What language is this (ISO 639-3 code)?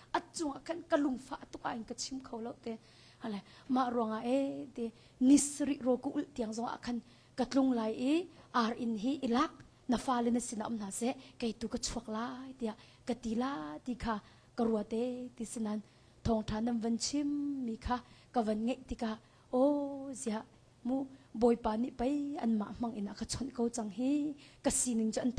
cnh